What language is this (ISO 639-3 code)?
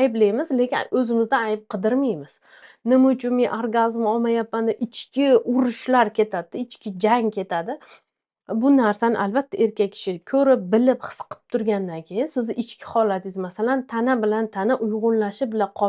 uzb